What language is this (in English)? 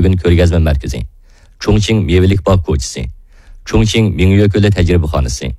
Uyghur